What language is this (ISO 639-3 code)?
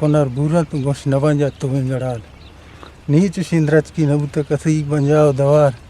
bgp